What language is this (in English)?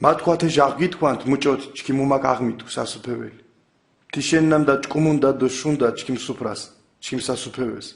Mingrelian